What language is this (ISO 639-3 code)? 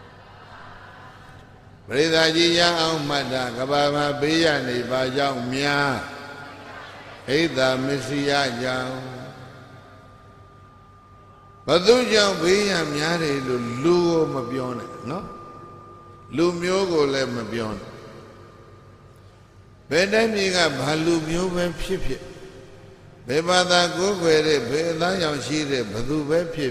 mya